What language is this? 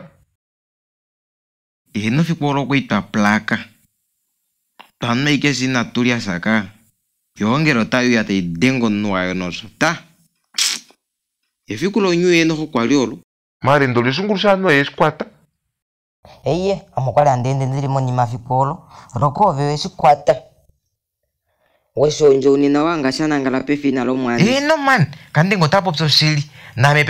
Swahili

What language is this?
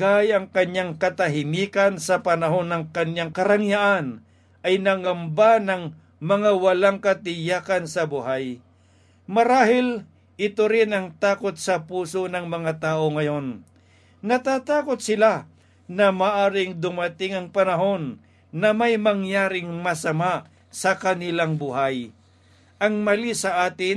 Filipino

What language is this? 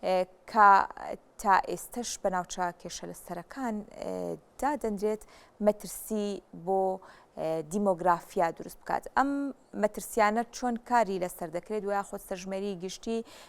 Central Kurdish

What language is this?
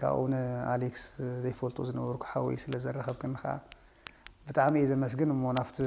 Tigrinya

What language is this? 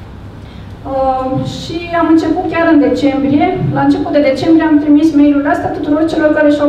Romanian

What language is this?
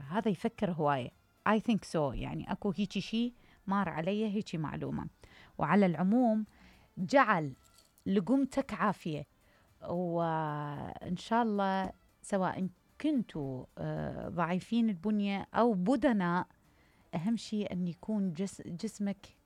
Mesopotamian Arabic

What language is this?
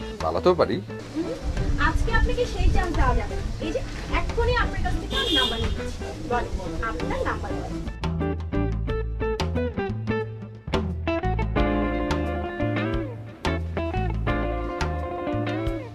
Bangla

